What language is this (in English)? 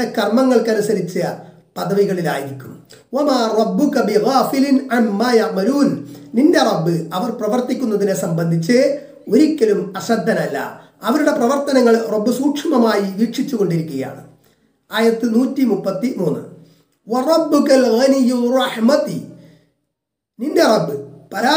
Malayalam